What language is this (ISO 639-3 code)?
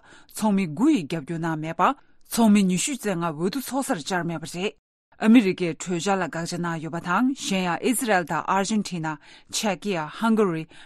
bod